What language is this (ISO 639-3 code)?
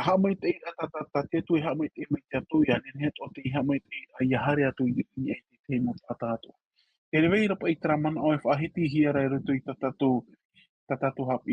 tah